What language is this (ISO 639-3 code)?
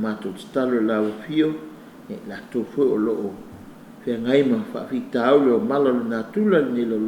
smo